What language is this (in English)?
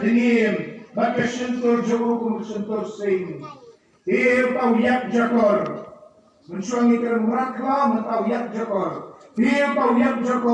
Khasi